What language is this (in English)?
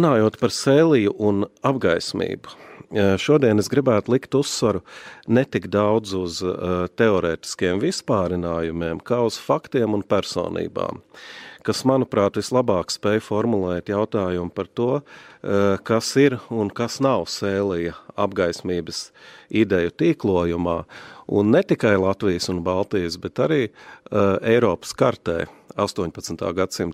Latvian